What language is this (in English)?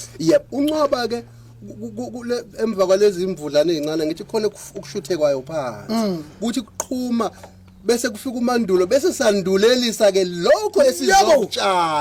Zulu